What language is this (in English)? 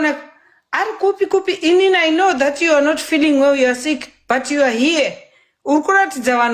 Shona